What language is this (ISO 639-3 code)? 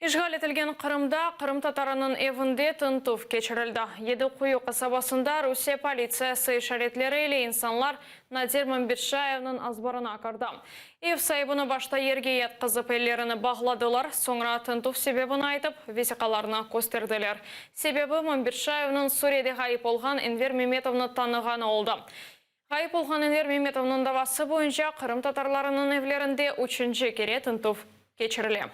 crh